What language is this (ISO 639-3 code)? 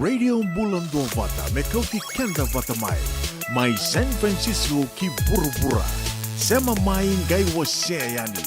fij